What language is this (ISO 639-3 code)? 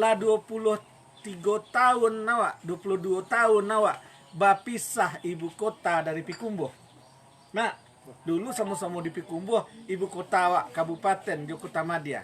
min